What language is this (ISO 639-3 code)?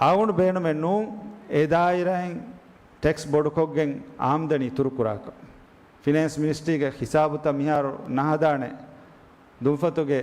div